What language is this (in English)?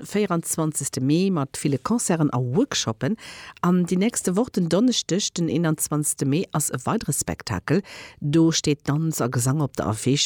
Luxembourgish